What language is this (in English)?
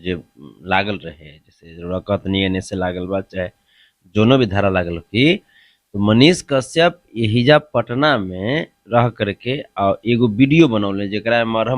Bhojpuri